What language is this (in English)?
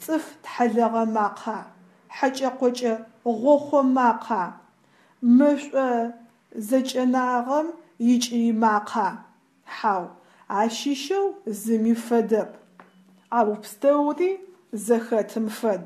Adyghe